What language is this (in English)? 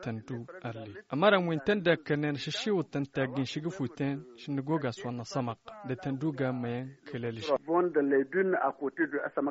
Tamasheq